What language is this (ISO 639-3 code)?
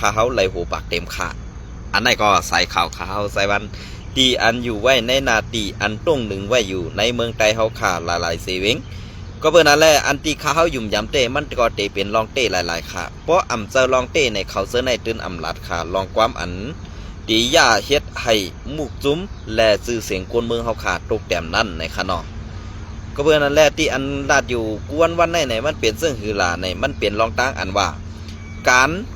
shn